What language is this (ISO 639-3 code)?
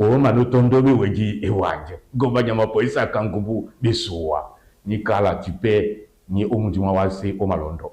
dua